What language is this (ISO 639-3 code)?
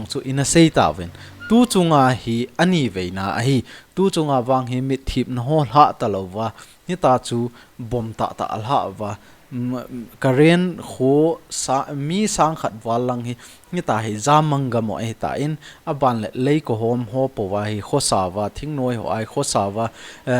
tcz